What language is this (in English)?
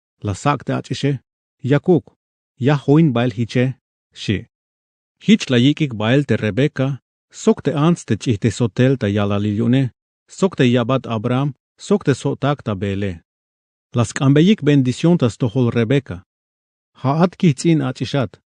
Tzeltal